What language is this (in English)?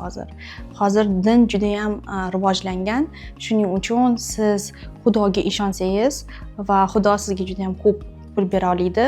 Uzbek